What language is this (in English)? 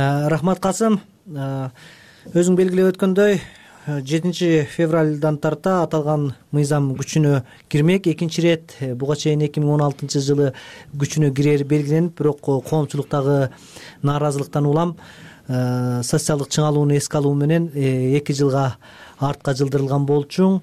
Kyrgyz